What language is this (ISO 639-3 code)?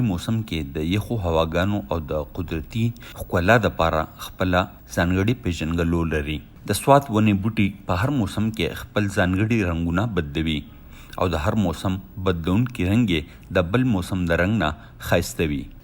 pus